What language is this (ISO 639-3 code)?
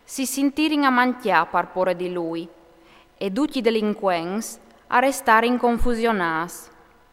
fur